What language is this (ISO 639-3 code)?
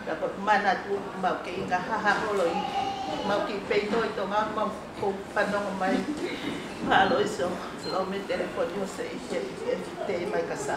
ton